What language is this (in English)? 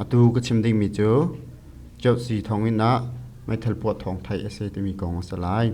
Hakha Chin